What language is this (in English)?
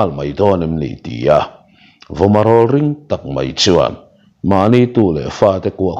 Mizo